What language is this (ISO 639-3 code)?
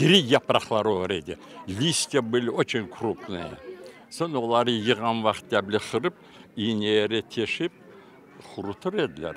crh